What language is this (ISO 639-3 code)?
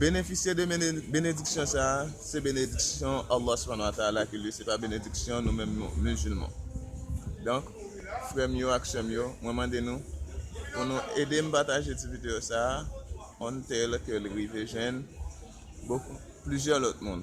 hat